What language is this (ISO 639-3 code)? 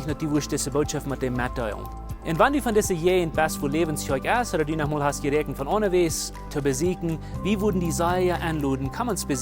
pdt